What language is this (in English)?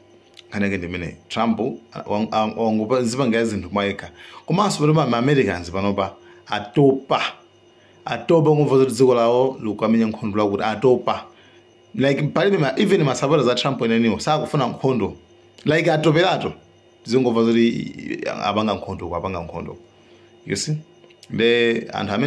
Nyanja